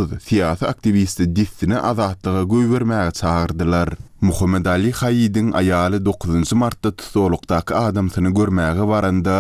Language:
Turkmen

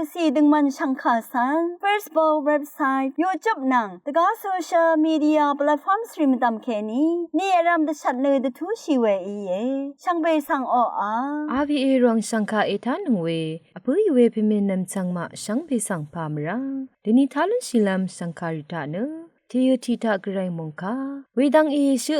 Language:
Rawang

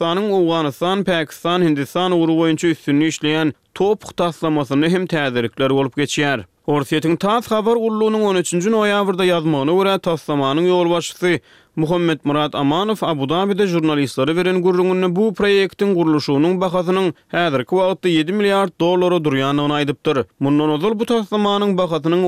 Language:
Turkmen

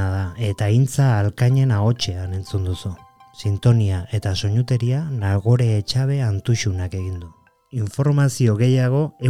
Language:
Basque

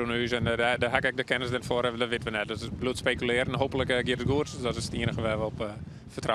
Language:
Western Frisian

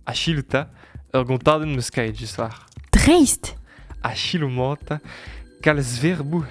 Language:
Breton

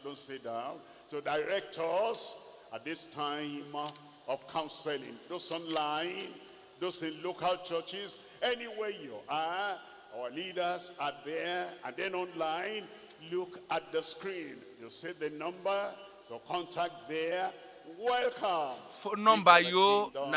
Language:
Ewe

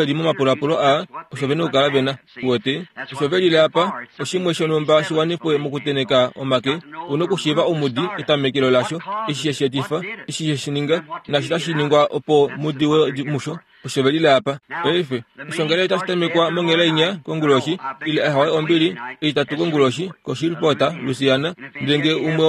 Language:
Kuanyama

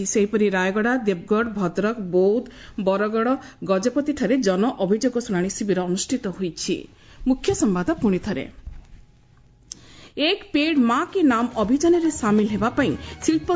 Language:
Odia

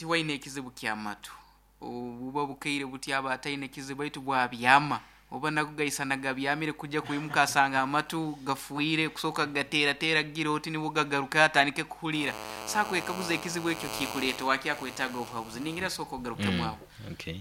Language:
Nyankole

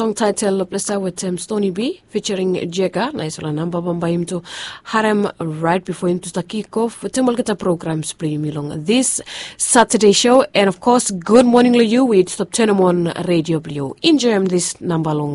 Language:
Bislama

